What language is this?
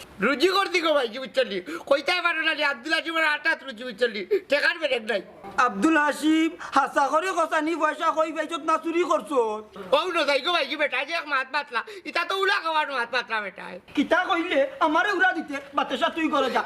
Sylheti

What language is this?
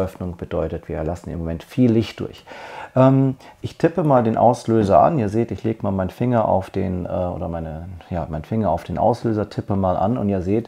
German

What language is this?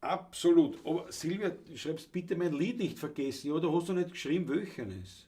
Bavarian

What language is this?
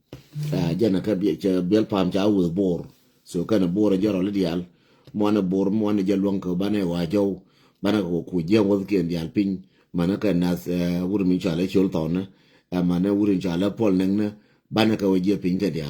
Nuer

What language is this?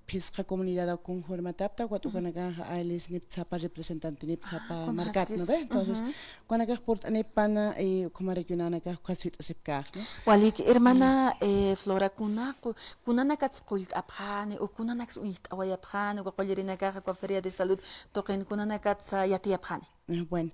Aymara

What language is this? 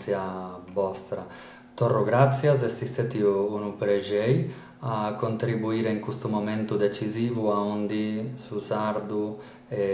Sardinian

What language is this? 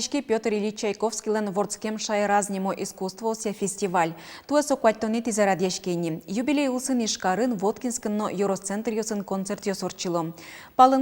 Udmurt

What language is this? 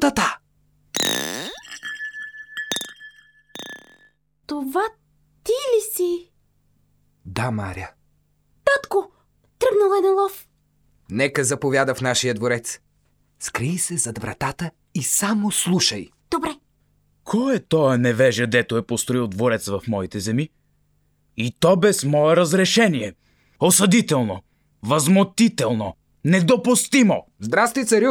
Bulgarian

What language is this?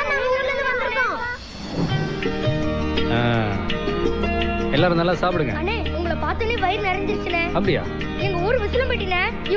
Tamil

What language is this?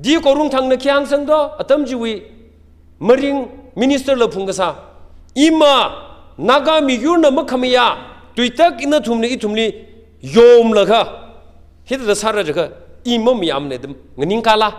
Tangkhul Naga (India)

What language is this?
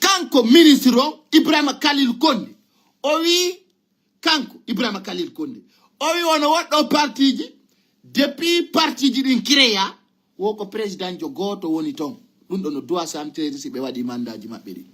Fula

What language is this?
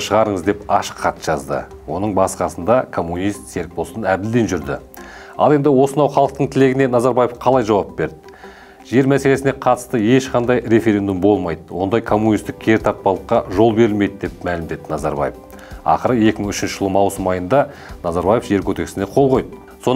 Kazakh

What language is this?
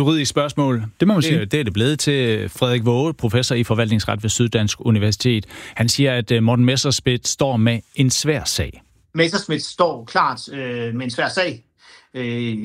Danish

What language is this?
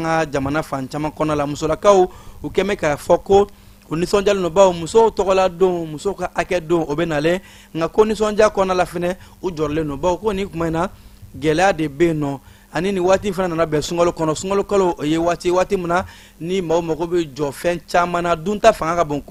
Bambara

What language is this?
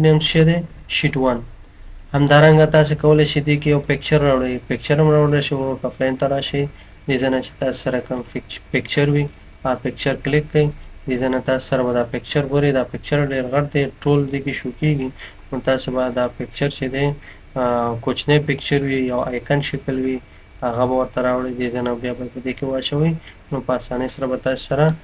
Pashto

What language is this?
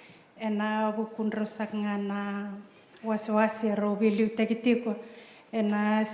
Fijian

